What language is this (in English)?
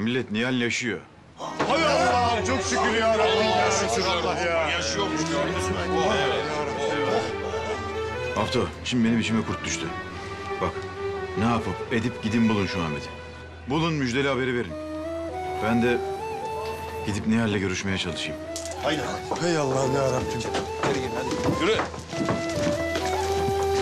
Turkish